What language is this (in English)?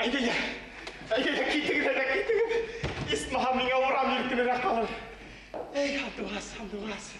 Bashkir